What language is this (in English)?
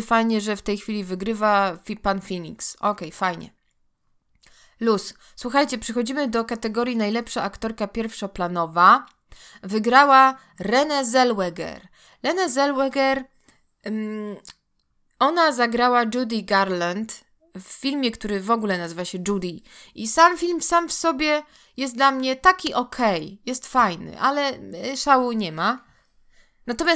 Polish